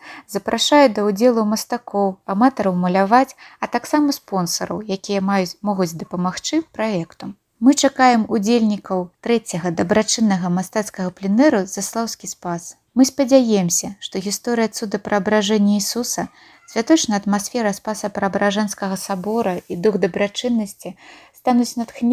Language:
Belarusian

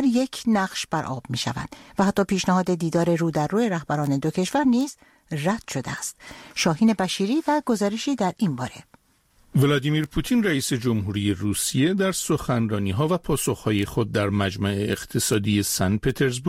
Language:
Persian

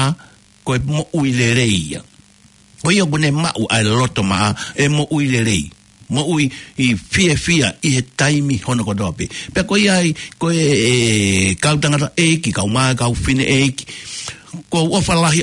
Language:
Tongan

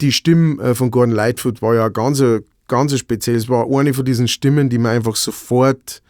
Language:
Bavarian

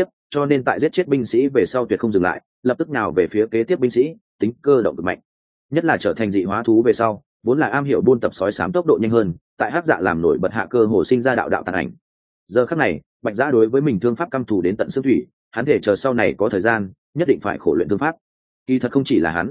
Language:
Vietnamese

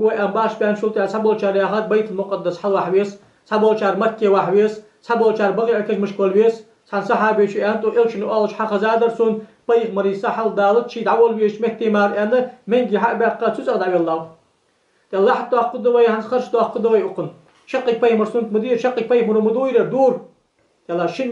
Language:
Ingush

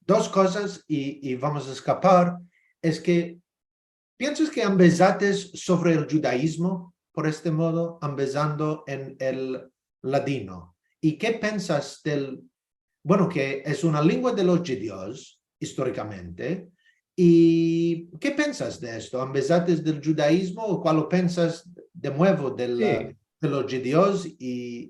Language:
Ladino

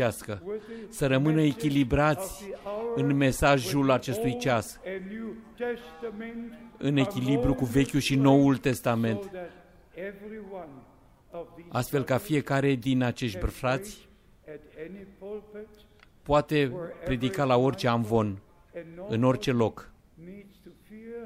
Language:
Romanian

